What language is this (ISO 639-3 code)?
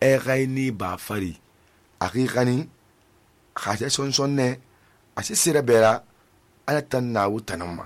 sus